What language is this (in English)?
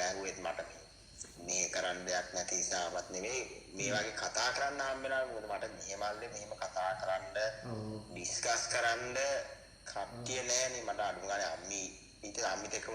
Sinhala